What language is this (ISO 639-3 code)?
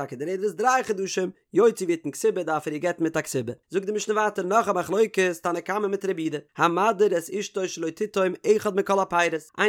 yid